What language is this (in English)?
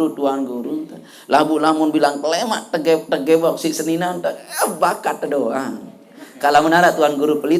Sasak